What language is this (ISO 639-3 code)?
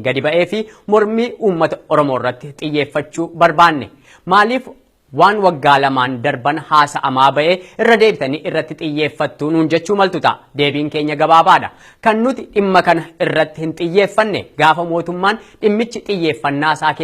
orm